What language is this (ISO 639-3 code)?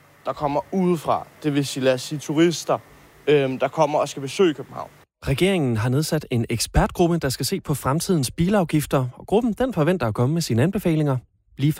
dan